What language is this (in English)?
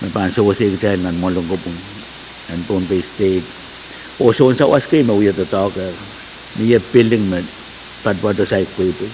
Pohnpeian